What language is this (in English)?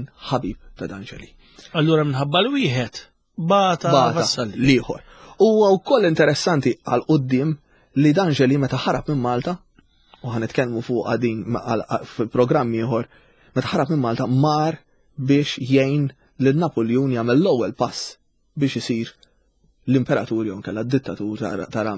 Maltese